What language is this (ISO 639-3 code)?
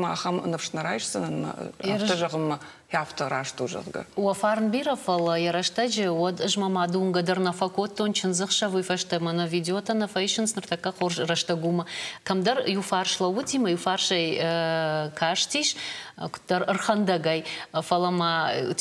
oss